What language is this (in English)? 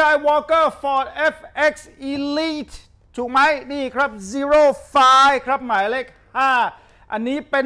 Thai